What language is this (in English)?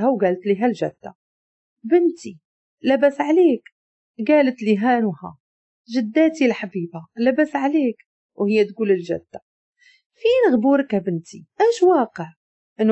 Moroccan Arabic